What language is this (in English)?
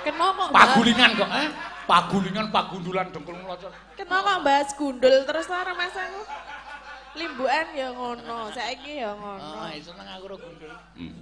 Javanese